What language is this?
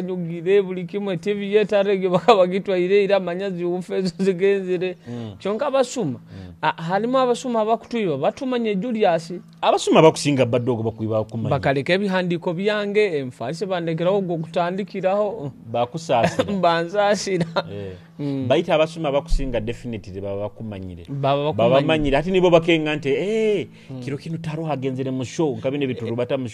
Nyoro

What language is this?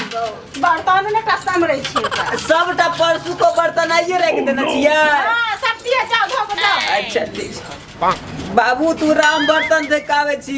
Maithili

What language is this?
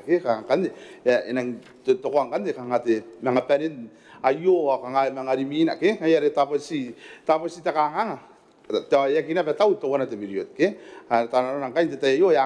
Gilbertese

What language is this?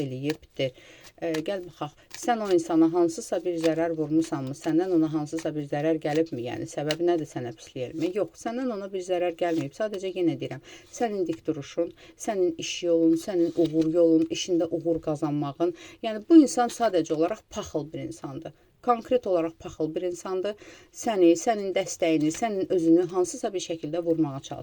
Azerbaijani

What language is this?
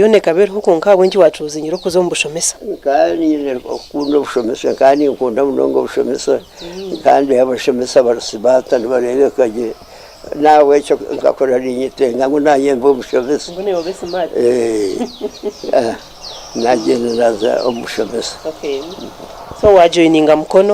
Nyankole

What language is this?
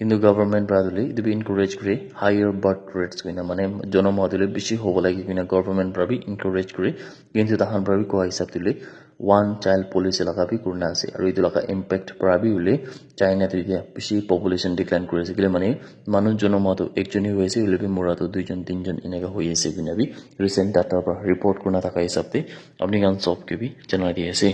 Naga Pidgin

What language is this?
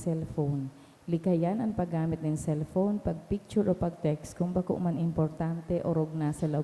Bikol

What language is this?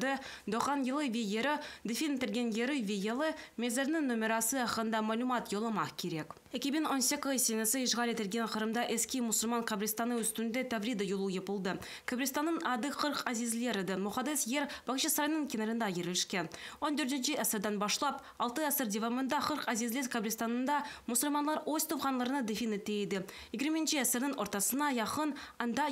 Crimean Tatar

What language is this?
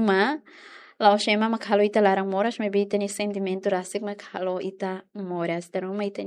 Tetum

